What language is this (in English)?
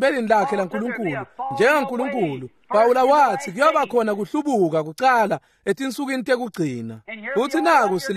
Swati